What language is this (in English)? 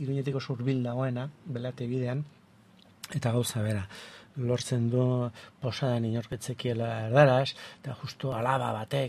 Basque